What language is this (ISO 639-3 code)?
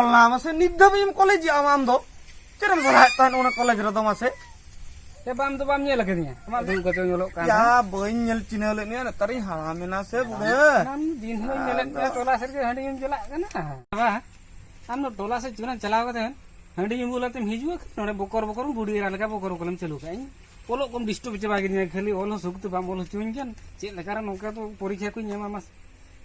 sat